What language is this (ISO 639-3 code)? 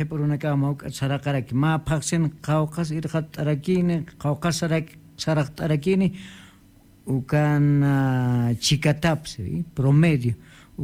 aym